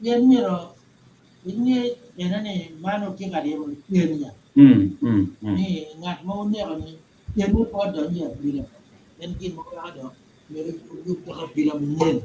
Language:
Acoli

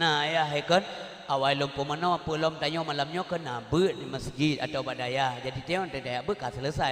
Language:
Achinese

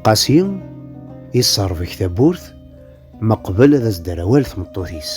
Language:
Kabyle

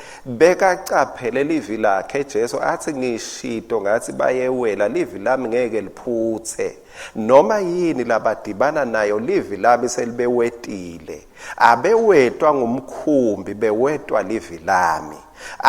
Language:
Swati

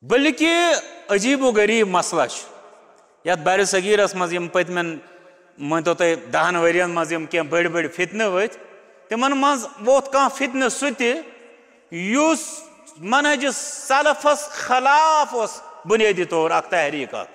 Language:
Kashmiri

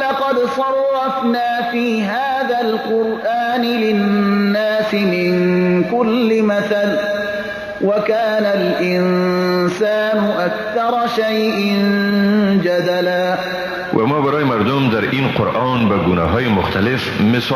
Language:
Persian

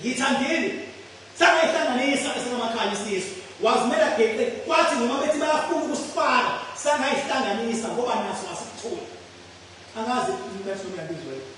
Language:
Zulu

